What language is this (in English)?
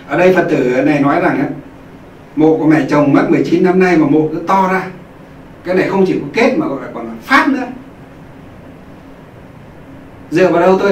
Vietnamese